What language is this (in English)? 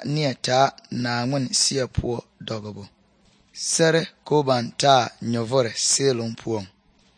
Southern Dagaare